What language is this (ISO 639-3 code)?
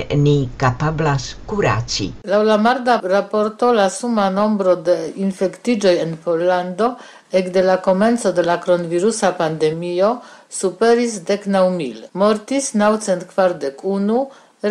epo